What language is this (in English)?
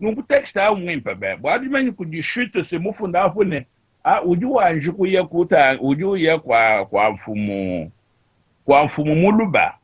Luba-Lulua